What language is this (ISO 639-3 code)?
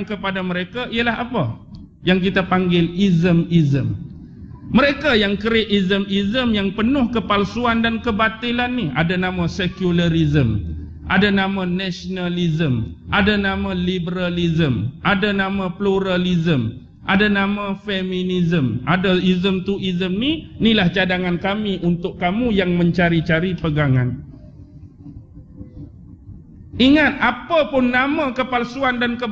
msa